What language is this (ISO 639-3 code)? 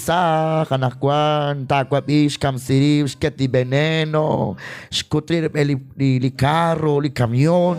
kek